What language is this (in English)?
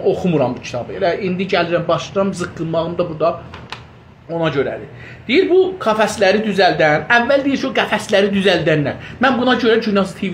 South Azerbaijani